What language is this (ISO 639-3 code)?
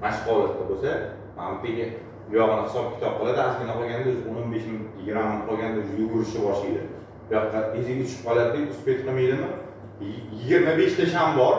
uzb